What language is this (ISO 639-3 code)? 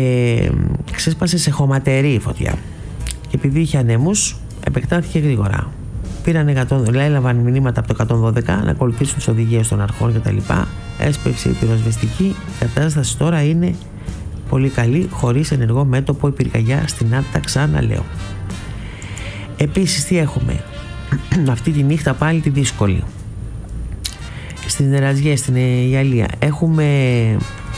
ell